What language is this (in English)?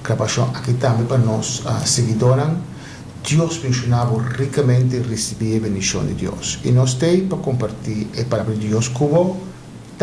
Papiamento